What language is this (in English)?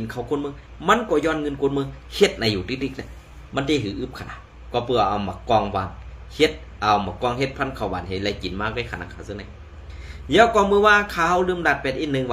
Shan